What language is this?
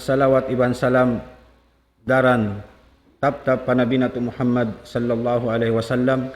Tausug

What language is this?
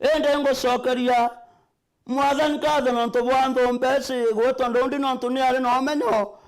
Meru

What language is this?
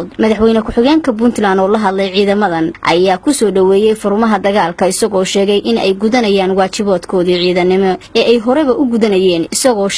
Somali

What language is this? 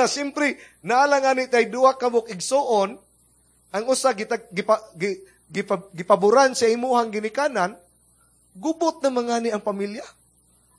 Cebuano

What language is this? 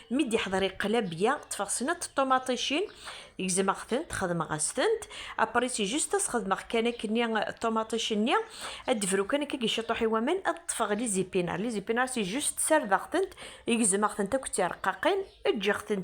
Kabyle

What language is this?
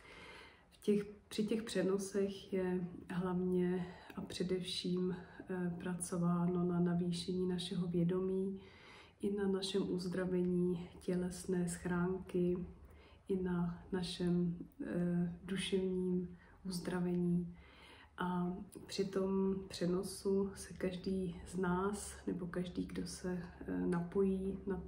Czech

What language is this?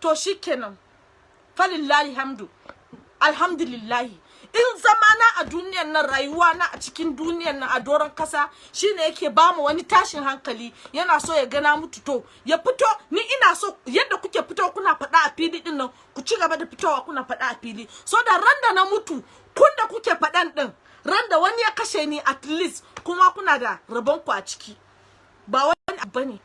Hausa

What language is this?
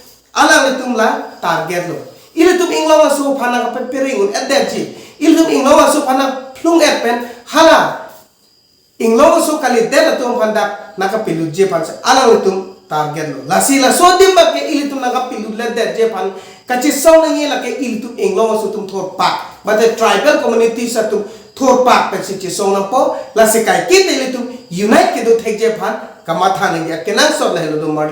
Karbi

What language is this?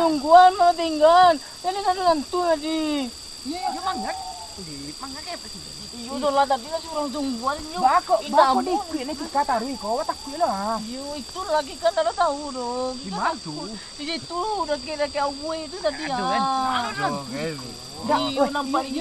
Minangkabau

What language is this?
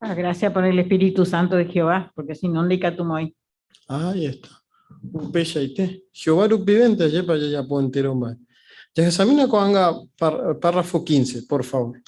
Guarani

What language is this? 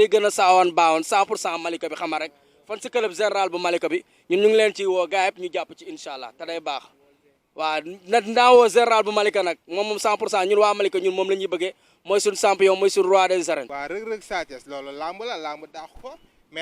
Wolof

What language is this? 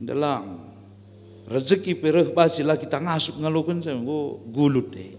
Batak Karo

